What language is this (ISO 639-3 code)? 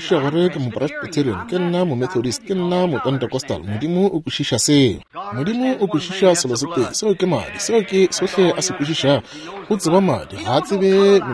nso